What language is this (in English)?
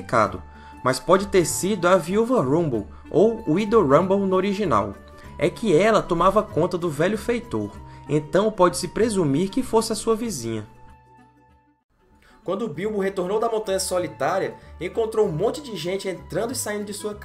Portuguese